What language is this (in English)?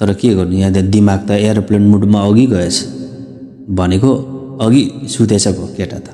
Nepali